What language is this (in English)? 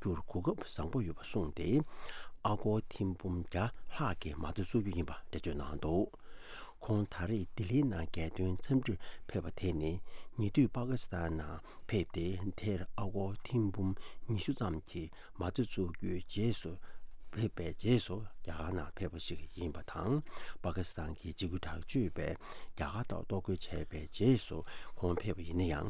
Tibetan